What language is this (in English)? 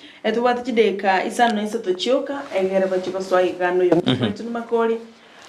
Gusii